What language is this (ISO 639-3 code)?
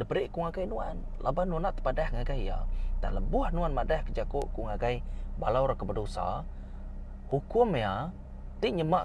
iba